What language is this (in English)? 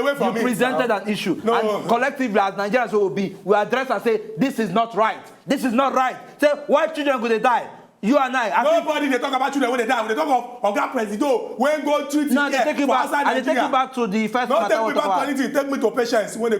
Nigerian Pidgin